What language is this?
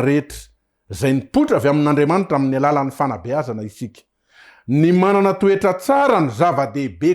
Malagasy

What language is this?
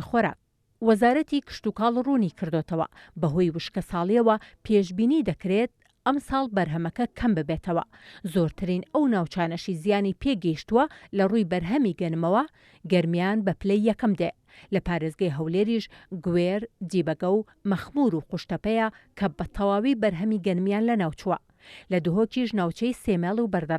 Central Kurdish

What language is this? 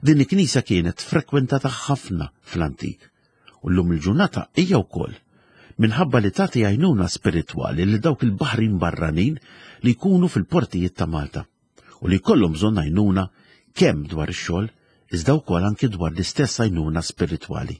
Maltese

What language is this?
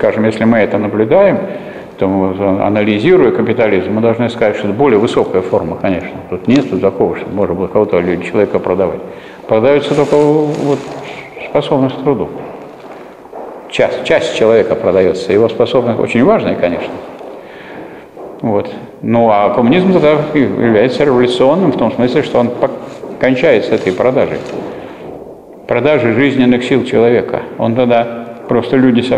Russian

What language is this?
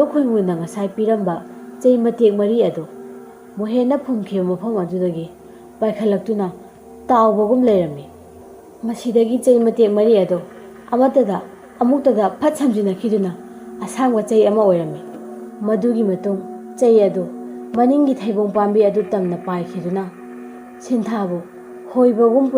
Manipuri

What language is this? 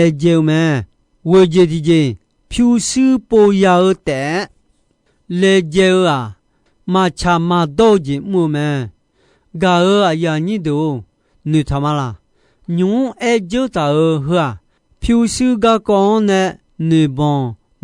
Akha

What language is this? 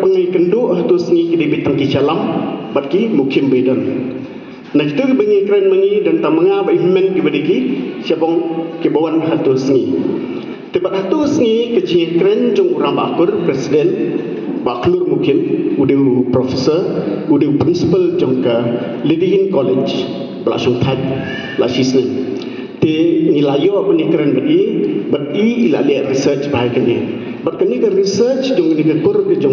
Khasi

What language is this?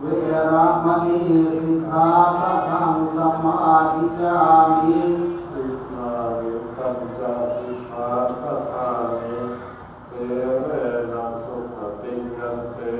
Pali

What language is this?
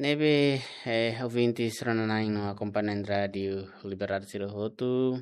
Tetum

